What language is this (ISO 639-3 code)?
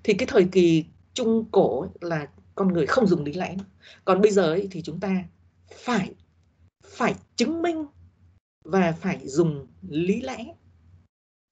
vie